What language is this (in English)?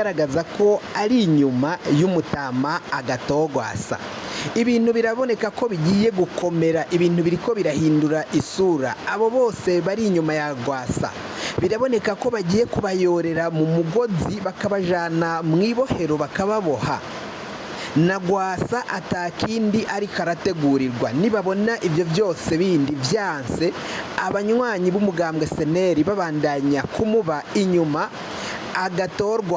Rundi